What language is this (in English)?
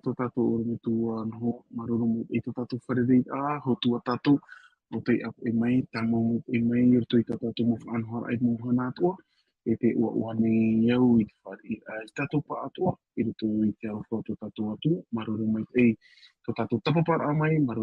Tahitian